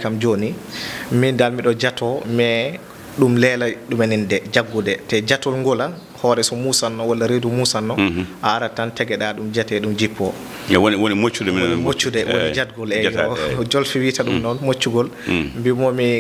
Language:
Fula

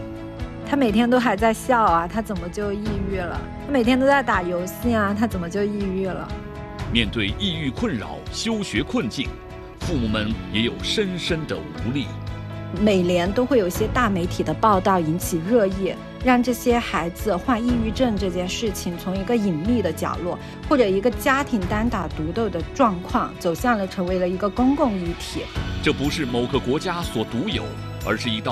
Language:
Chinese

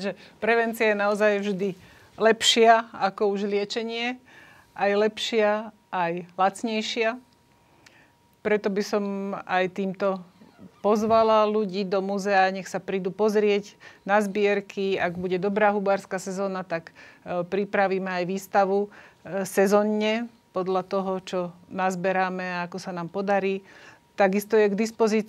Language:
Slovak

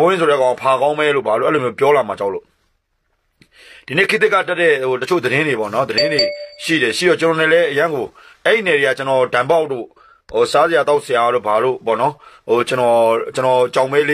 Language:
Burmese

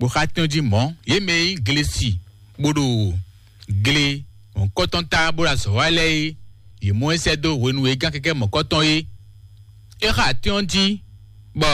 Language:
Fon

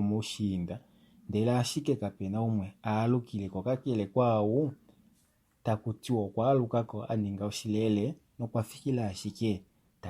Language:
Kuanyama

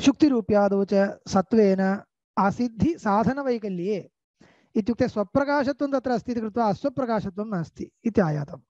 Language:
Sanskrit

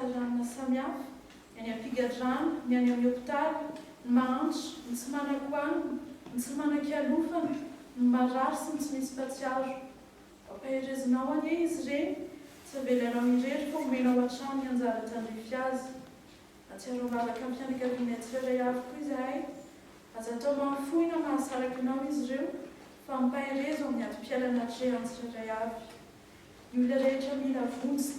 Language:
Malagasy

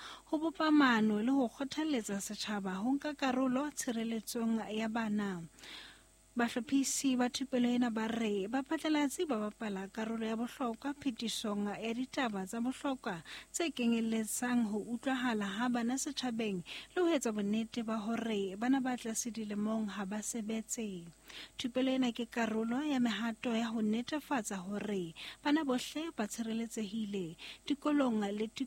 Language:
Southern Sotho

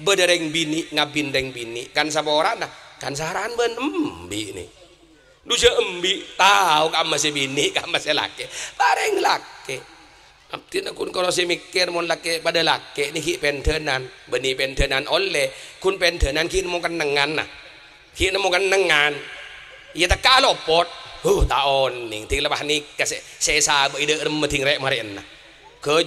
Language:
Madurese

